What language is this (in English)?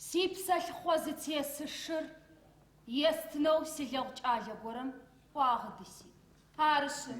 Adyghe